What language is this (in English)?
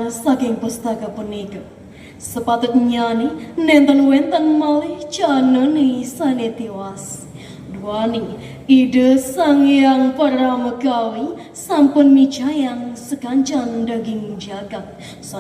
Balinese